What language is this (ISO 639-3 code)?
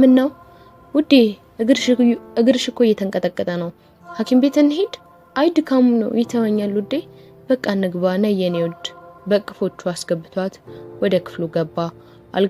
amh